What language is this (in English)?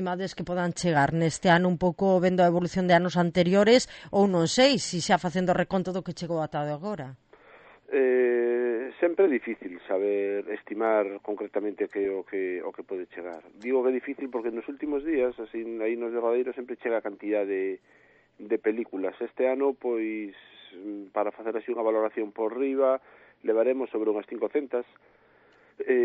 Galician